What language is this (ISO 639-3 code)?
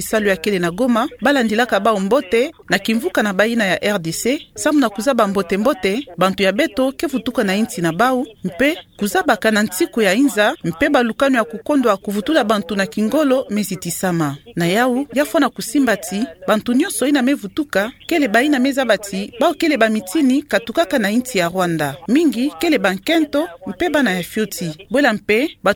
ktu